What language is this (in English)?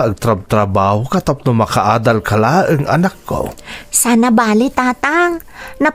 Iloko